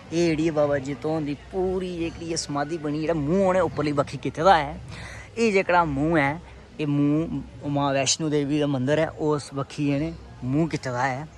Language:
Dogri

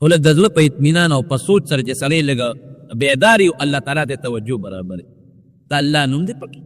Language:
Pashto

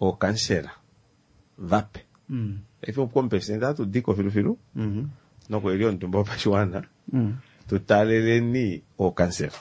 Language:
Kuanyama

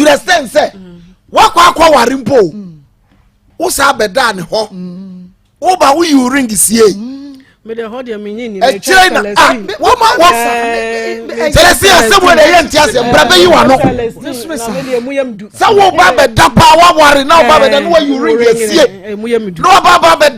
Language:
Akan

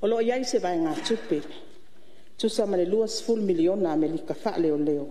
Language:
Samoan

